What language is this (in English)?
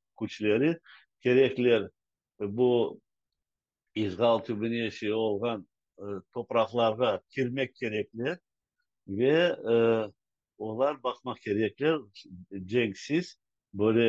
Crimean Tatar